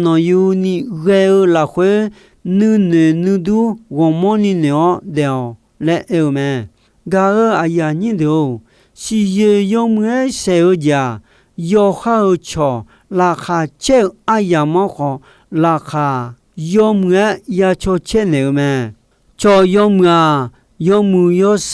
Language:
Akha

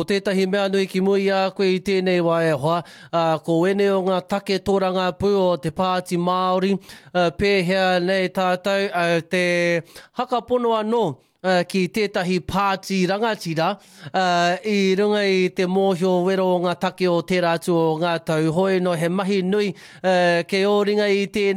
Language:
Māori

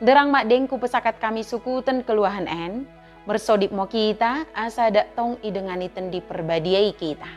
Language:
Batak Dairi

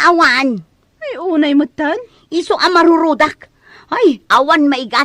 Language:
Iloko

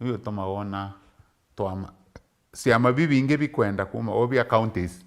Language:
Meru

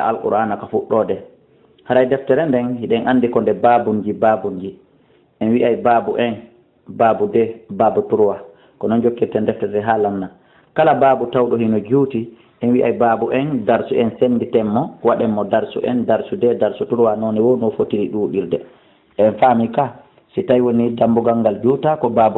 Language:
Fula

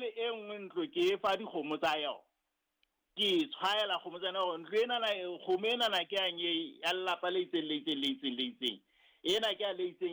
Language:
Southern Sotho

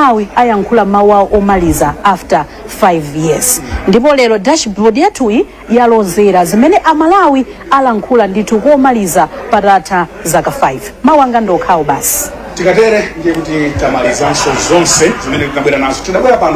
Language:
Nyanja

